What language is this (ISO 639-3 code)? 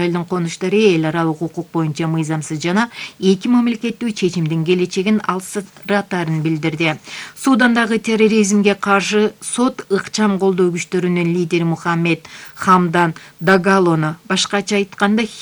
kir